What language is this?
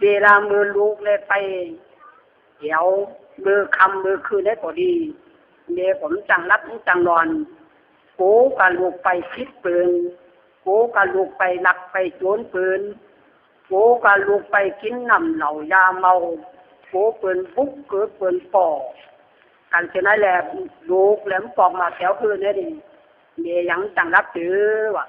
Lü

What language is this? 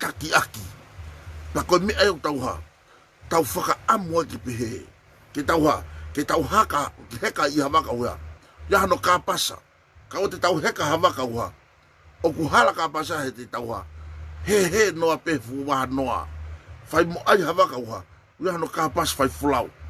Tongan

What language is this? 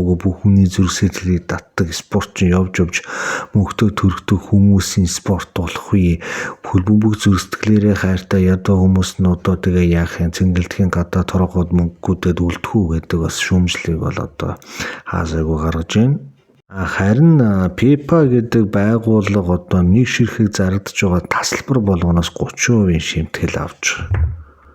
Mongolian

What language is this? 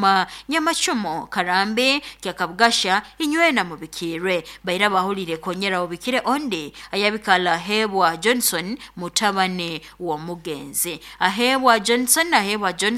Nyoro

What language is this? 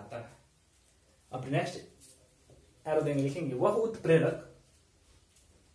Hindi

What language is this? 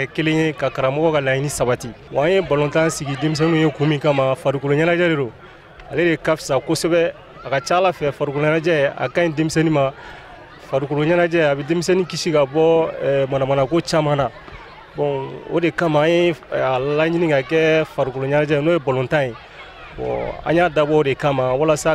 Bambara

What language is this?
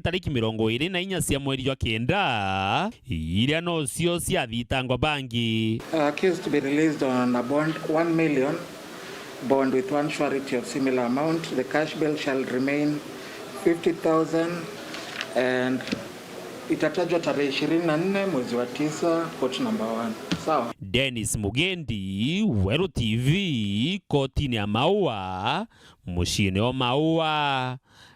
Meru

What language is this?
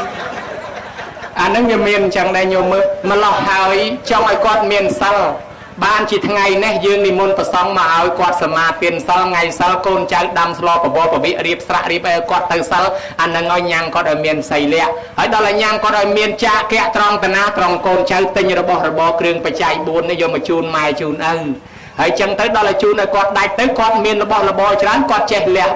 Khmer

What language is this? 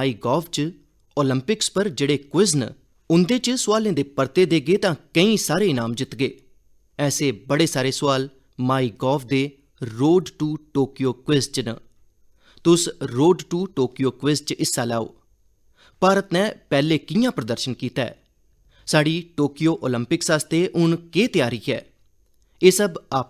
Dogri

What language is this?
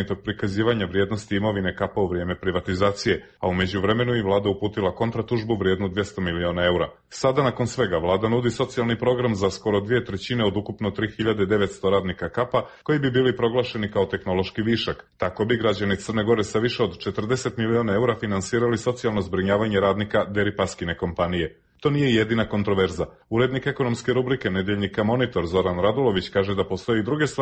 Serbian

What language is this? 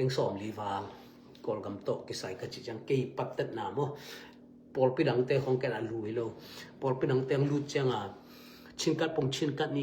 Tedim Chin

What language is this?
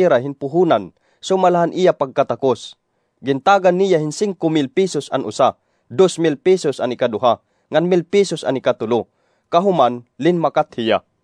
Waray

